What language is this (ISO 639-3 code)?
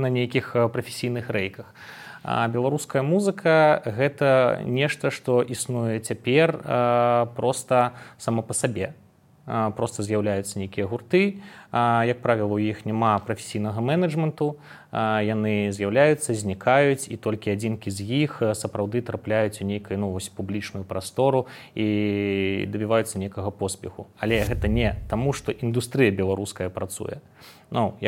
bel